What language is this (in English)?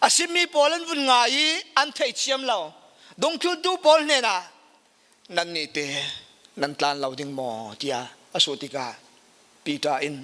Falam Chin